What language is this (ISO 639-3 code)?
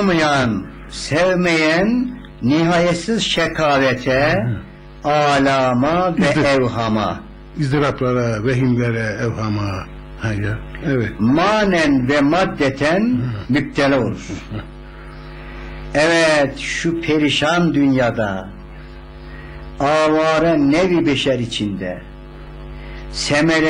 tur